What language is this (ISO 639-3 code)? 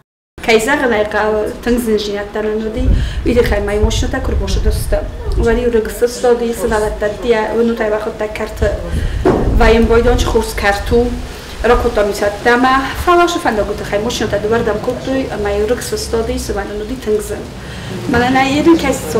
oss